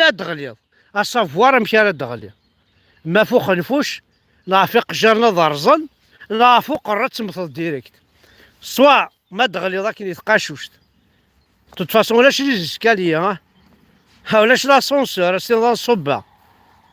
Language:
Kabyle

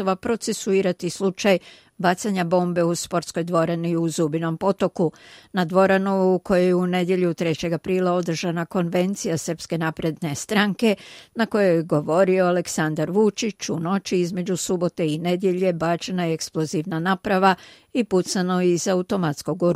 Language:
Croatian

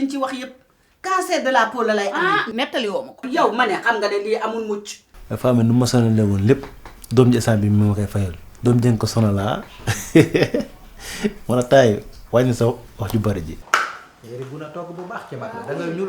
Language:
Wolof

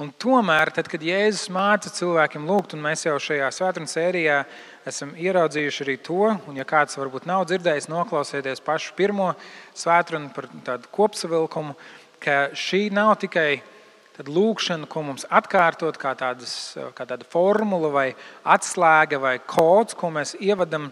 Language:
Latvian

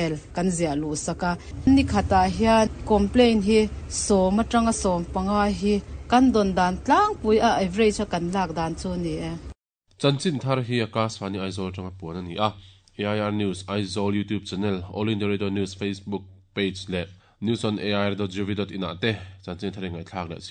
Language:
Mizo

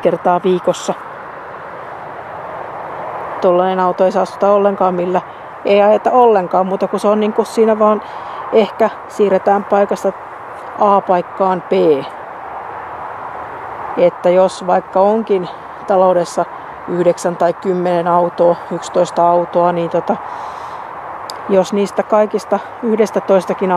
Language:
Finnish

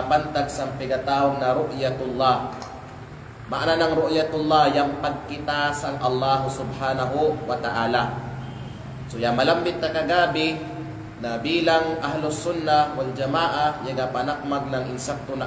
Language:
Kalagan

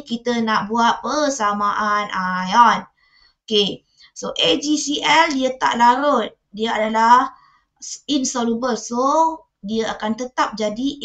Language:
Malay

